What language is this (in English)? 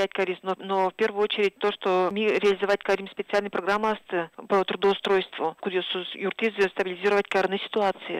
Udmurt